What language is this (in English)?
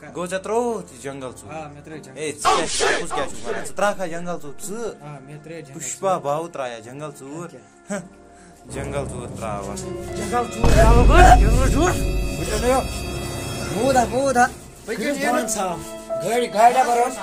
Kashmiri